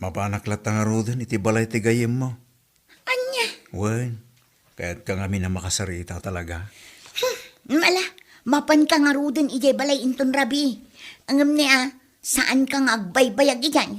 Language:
Iloko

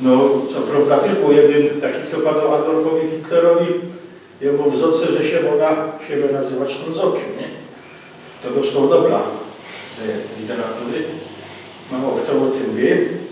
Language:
Silesian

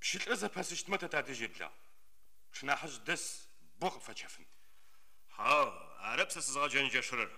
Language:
Adyghe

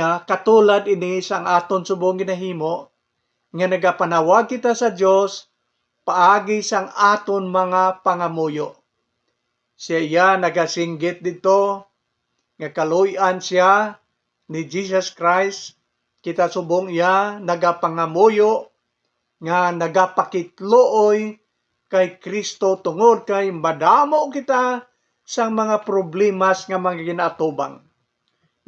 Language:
Hiligaynon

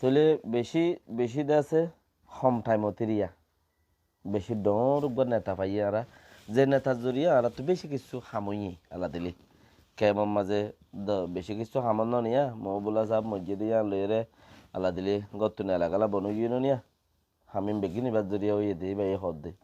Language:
Rohingya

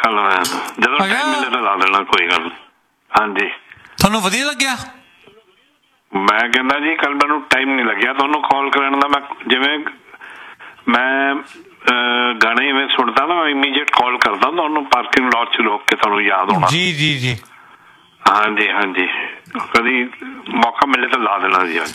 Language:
Punjabi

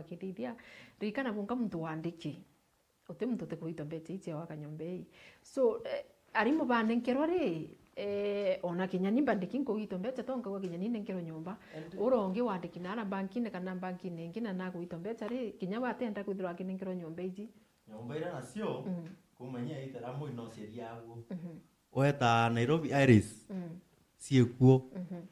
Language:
Meru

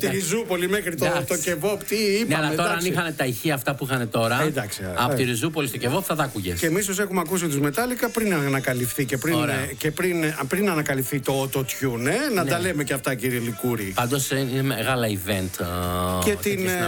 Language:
Greek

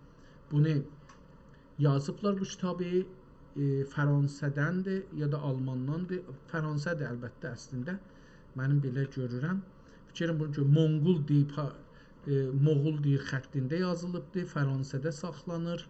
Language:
South Azerbaijani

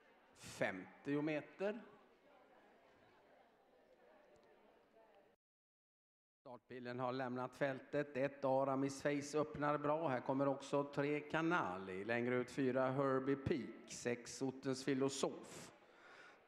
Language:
Swedish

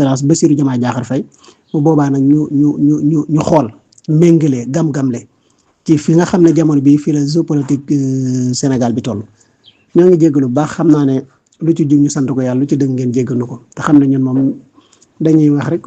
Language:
Wolof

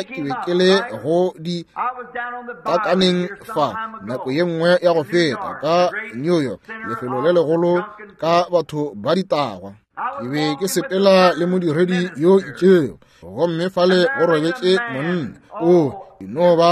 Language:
Northern Sotho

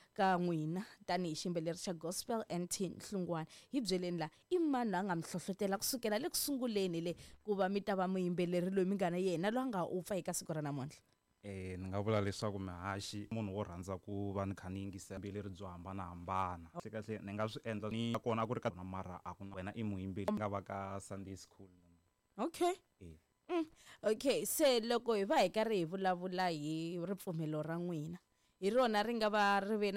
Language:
Tsonga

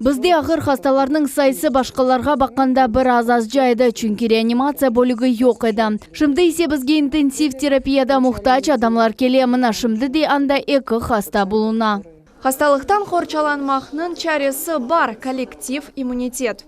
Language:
Crimean Tatar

